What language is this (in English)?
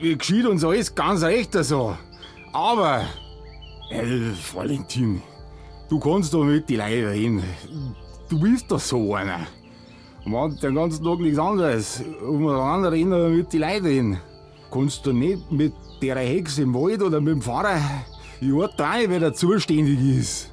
Bavarian